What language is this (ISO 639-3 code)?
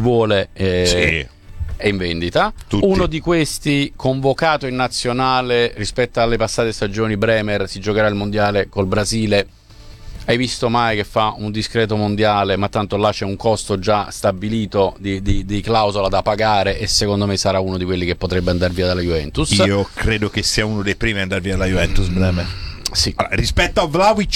ita